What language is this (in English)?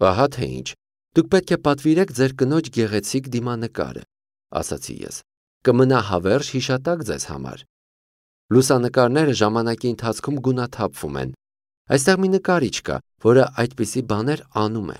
Armenian